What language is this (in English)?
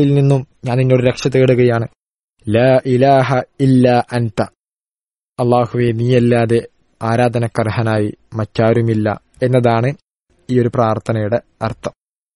Malayalam